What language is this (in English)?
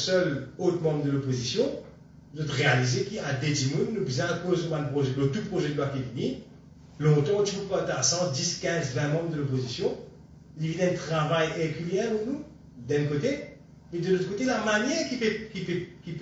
Morisyen